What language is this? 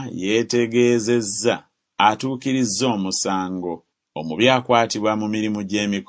Ganda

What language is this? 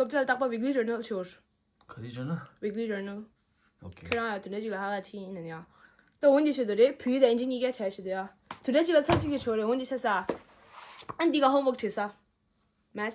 Tibetan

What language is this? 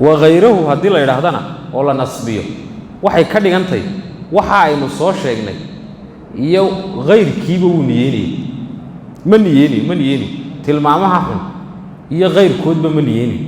Somali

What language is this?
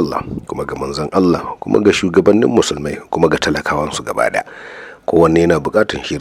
Hausa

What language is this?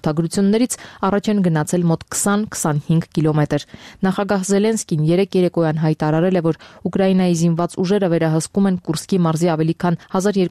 Armenian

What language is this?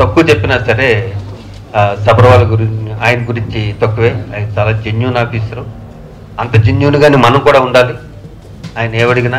Telugu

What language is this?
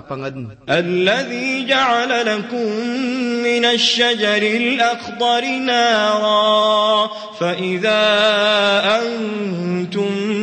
Maranao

